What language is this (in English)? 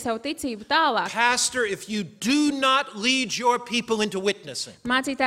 Latvian